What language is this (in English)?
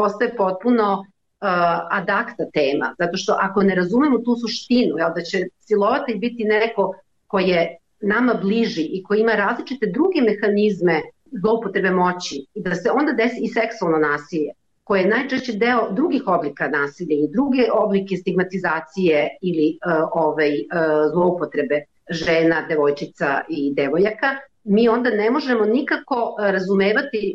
Serbian